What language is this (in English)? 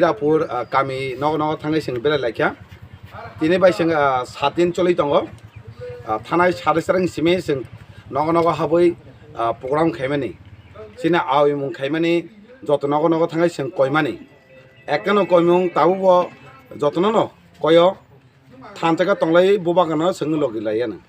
Kok Borok